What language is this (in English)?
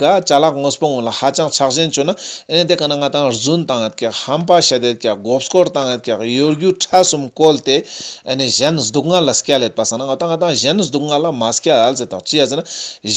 Ladakhi